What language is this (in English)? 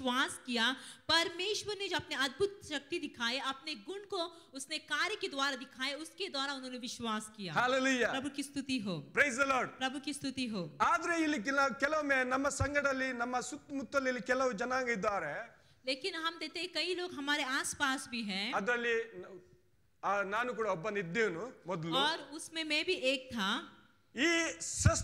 Kannada